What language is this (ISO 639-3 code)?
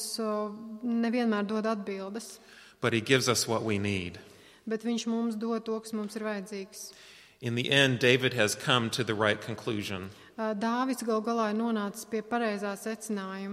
lav